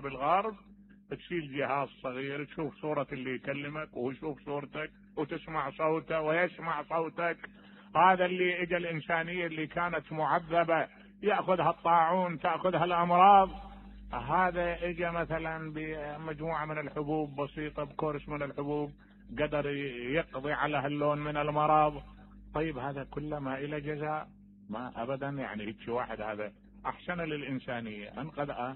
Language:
Mesopotamian Arabic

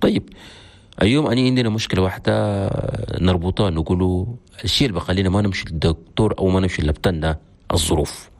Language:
Chadian Arabic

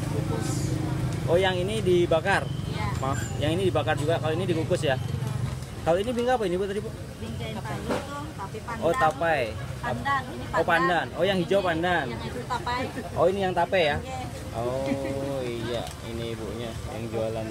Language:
Banjar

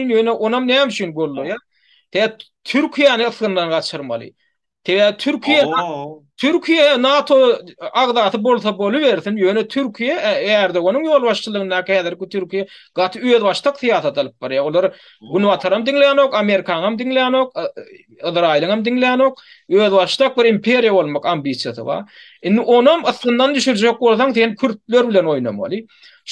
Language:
Turkmen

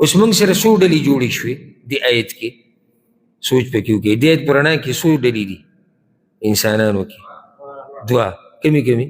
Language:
Pashto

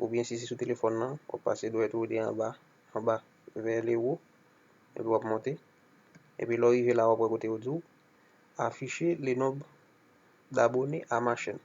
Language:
Haitian Creole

